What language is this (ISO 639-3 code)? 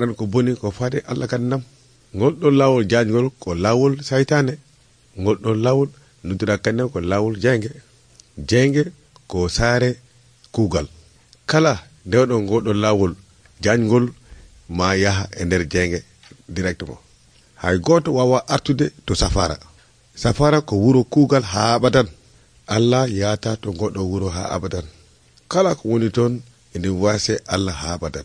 fuv